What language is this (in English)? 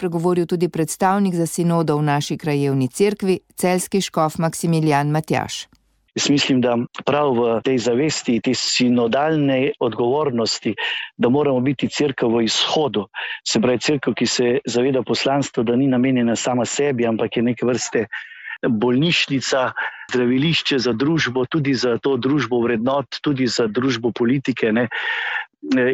Slovenian